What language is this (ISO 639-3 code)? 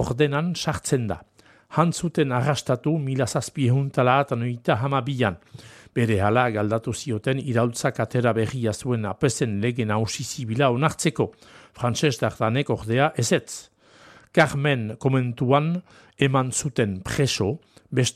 eus